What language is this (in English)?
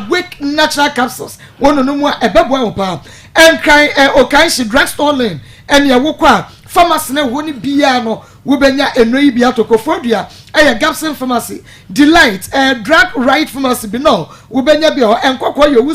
Akan